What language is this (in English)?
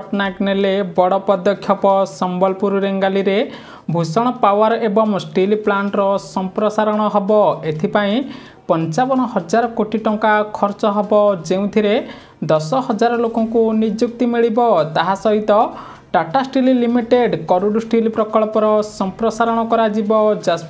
Odia